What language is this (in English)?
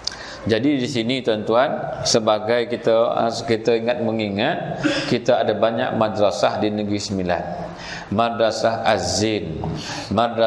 Malay